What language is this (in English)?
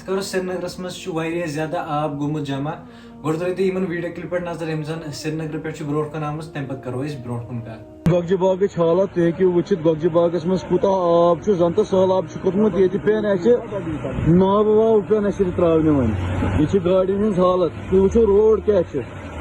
Kashmiri